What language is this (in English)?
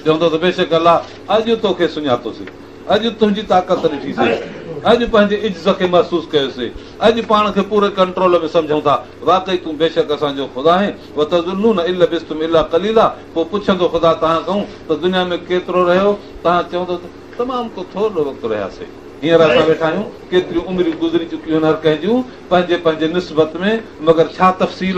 Sindhi